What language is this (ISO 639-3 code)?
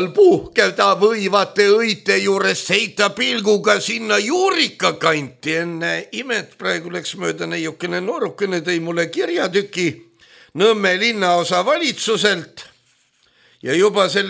est